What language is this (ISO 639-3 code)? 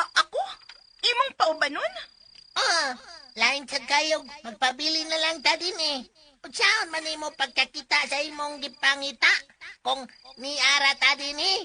ceb